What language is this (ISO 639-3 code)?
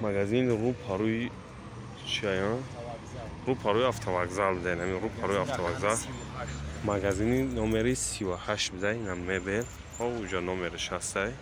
tgk